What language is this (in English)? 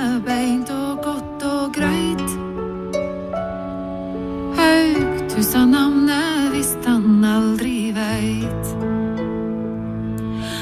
Norwegian